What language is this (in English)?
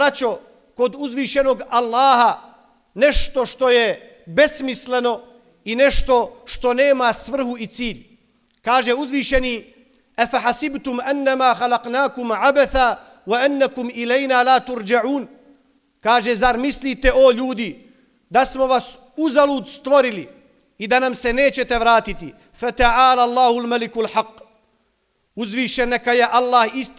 Bosnian